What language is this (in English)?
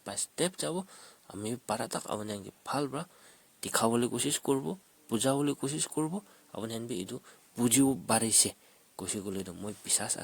Naga Pidgin